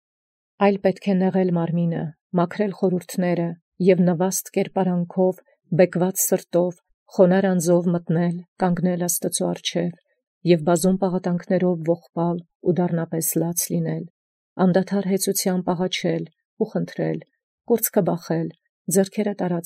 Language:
Armenian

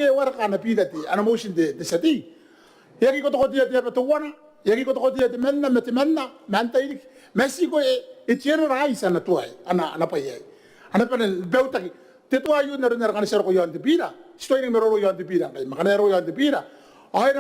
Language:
Gilbertese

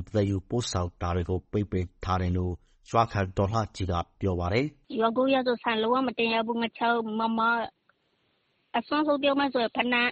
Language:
Burmese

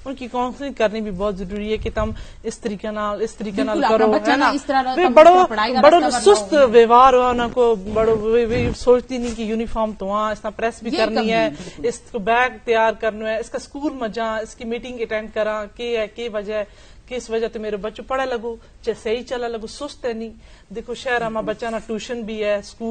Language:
Gujari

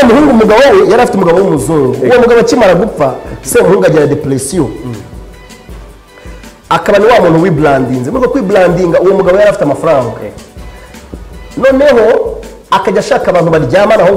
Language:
Kinyarwanda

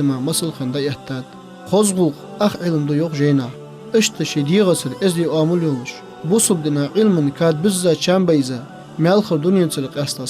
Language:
Ingush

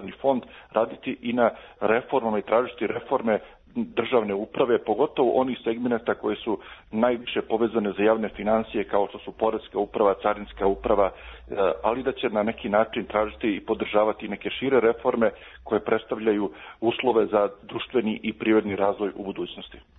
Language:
Serbian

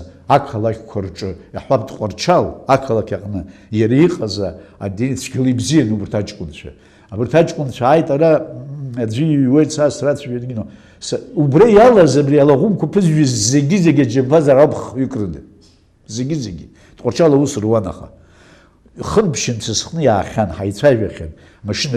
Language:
Abkhazian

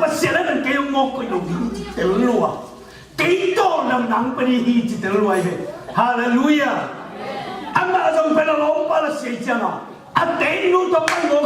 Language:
Tedim Chin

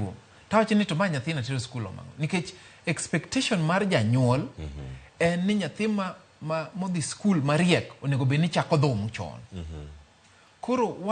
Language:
Luo (Kenya and Tanzania)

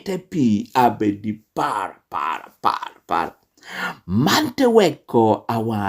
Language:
Lango (Uganda)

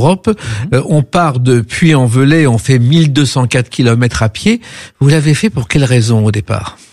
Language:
French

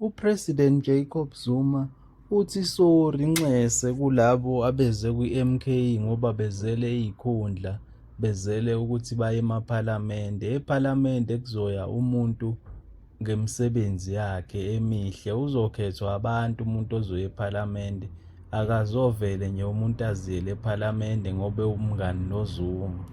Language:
Zulu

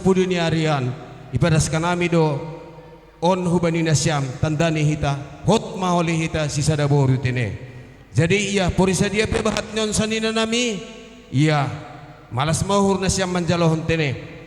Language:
Batak Simalungun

